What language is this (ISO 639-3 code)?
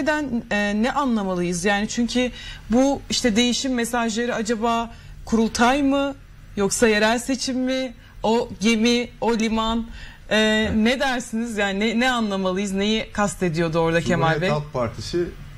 tur